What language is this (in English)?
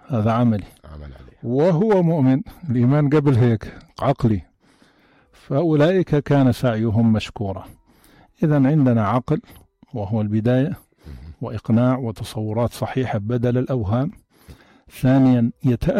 North Levantine Arabic